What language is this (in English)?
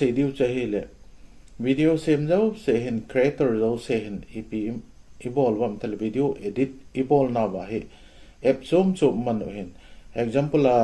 Thado Chin